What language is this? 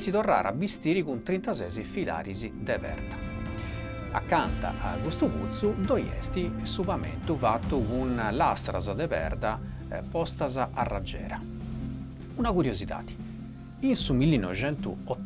Sardinian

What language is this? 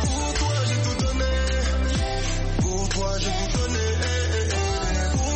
French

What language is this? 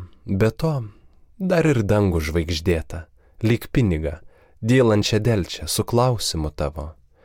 Lithuanian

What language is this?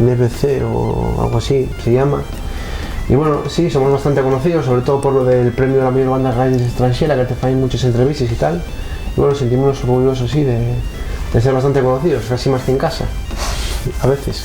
Asturian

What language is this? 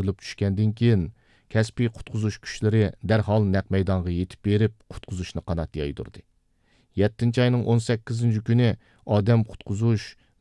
Uyghur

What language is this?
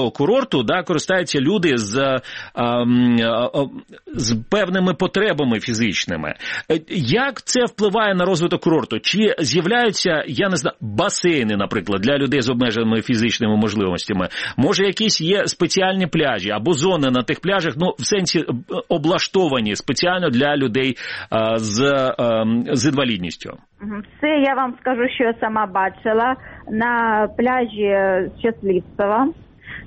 Ukrainian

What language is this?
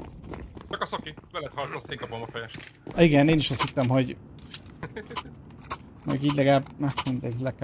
Hungarian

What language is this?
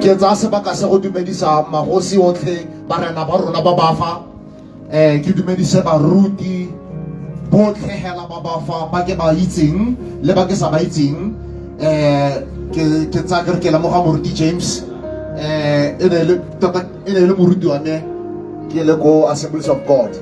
Tswana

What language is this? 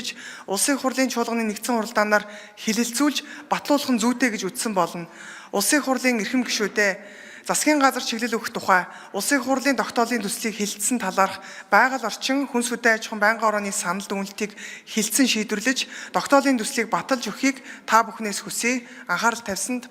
Mongolian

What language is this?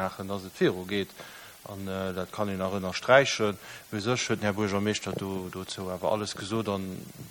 Luxembourgish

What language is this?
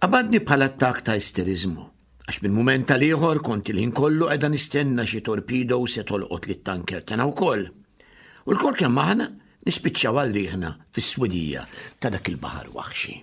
Maltese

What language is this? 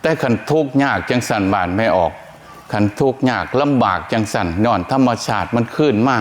Northeastern Thai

